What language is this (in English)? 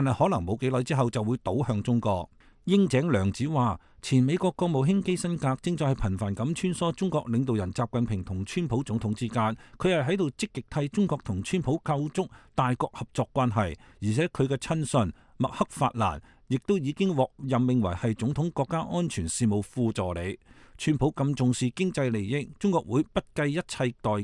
Cantonese